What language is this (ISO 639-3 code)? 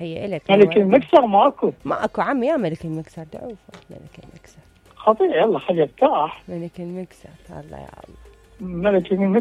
acm